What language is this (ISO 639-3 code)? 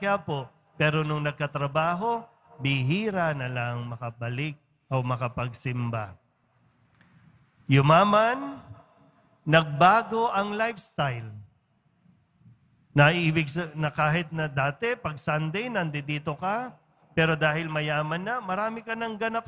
fil